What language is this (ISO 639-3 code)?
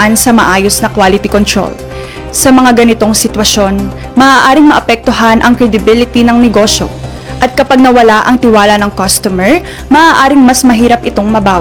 fil